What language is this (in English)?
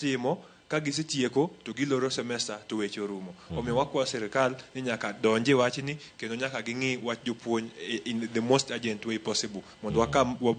Luo (Kenya and Tanzania)